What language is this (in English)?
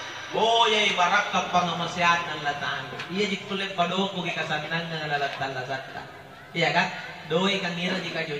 Makasar